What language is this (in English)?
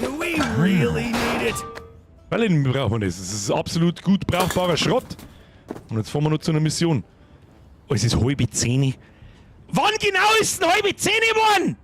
Bavarian